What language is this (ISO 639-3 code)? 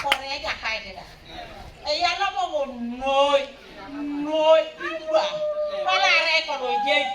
teo